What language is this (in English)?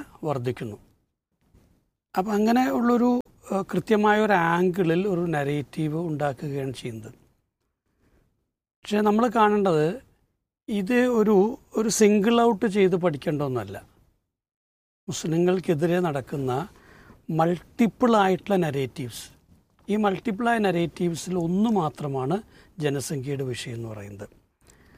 Malayalam